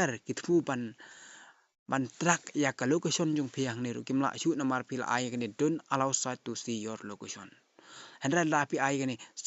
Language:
Khasi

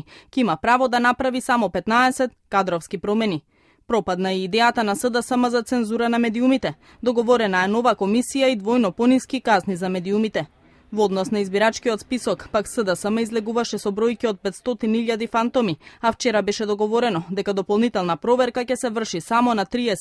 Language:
Macedonian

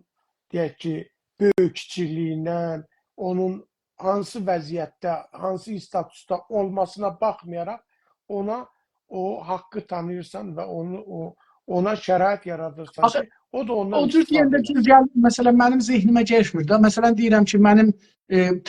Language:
South Azerbaijani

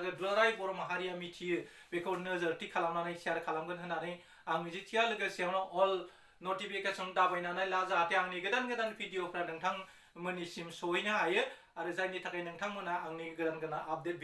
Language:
Bodo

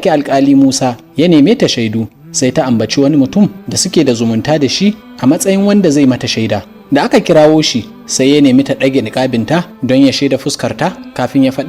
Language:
Hausa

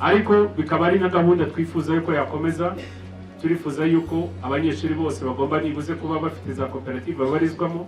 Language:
Kinyarwanda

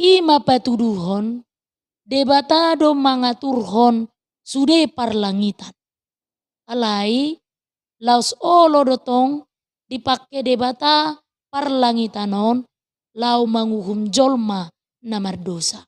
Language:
Batak Toba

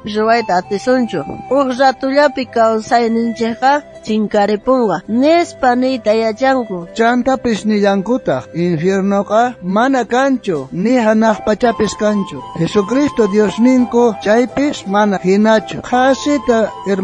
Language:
South Bolivian Quechua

